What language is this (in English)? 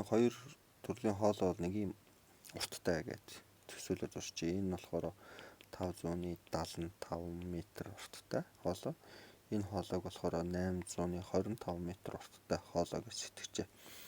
Mongolian